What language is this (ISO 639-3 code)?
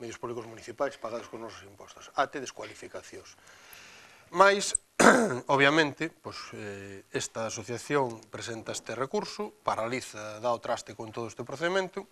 glg